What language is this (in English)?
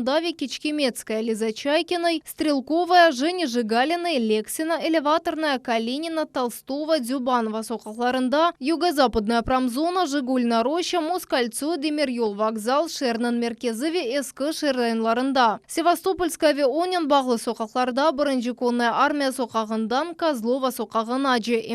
Crimean Tatar